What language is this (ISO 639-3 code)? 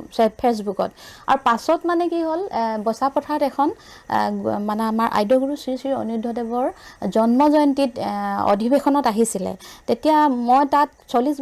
asm